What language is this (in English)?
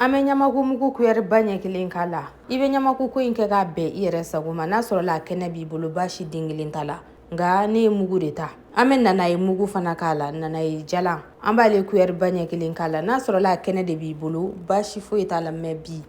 Bambara